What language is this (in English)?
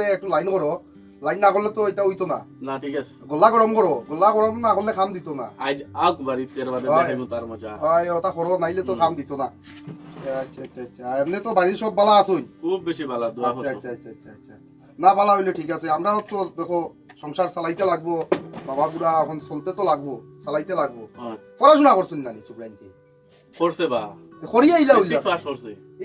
Sylheti